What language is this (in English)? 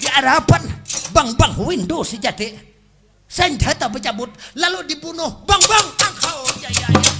Banjar